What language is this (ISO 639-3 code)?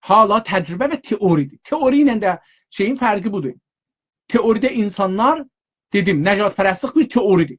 azb